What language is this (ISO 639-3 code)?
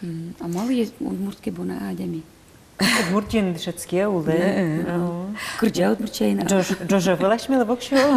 udm